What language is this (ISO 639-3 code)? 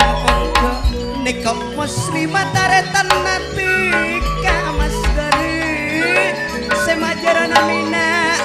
mad